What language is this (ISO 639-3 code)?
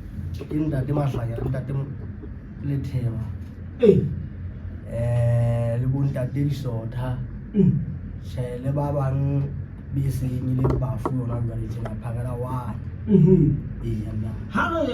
sot